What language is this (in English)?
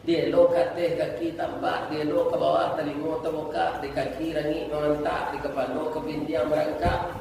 Minangkabau